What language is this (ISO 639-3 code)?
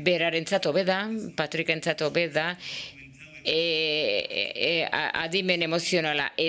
eus